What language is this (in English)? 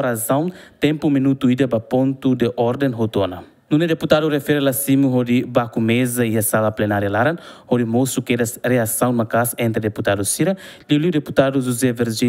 Tetum